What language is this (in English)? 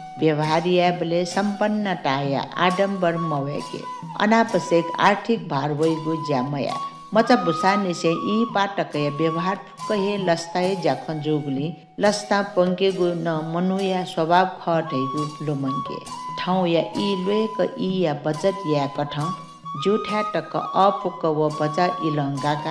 Newari